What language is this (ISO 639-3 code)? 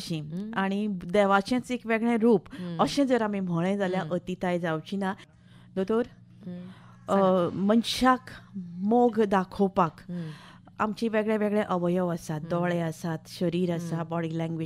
kok